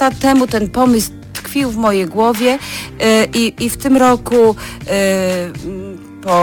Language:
Polish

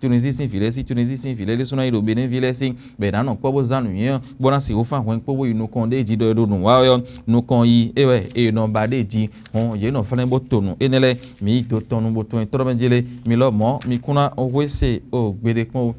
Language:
Fon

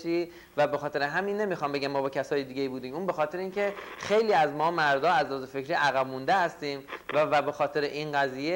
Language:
Persian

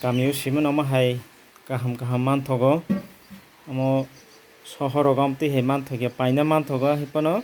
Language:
Kok Borok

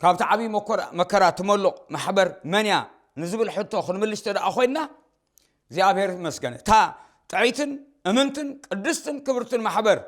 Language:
Tigrinya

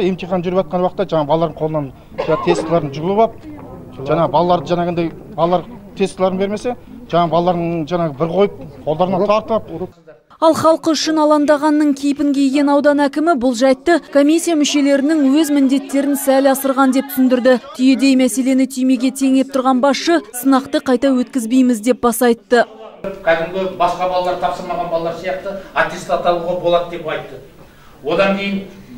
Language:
Kazakh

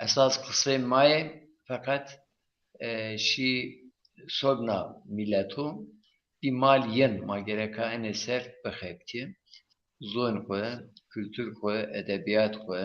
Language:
Zaza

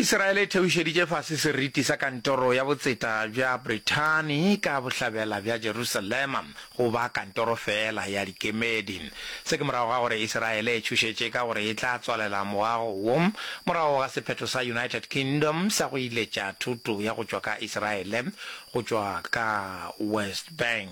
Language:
Northern Sotho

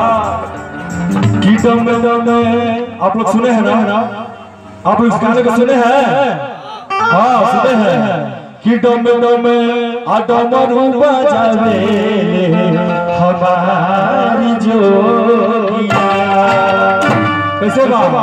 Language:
Bhojpuri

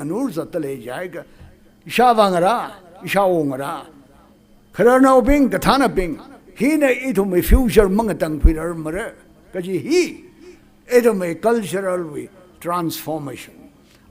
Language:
Tangkhul Naga (India)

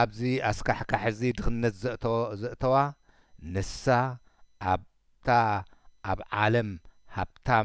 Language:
Tigrinya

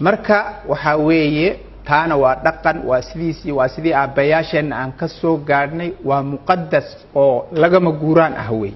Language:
Somali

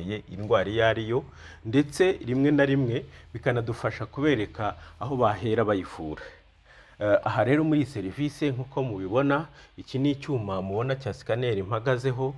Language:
Kinyarwanda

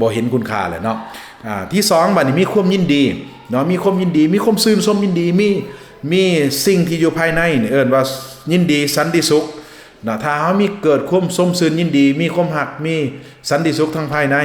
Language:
Lao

